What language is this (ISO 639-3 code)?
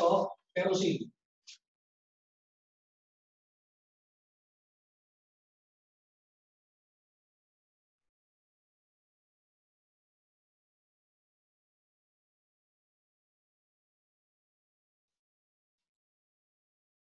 hin